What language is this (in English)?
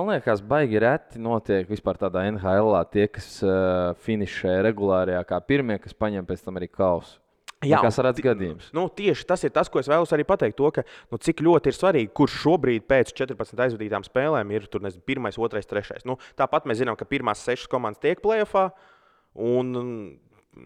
Latvian